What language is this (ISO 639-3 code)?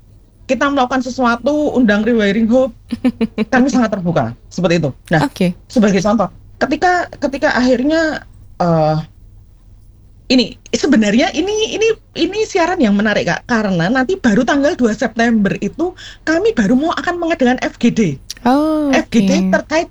ind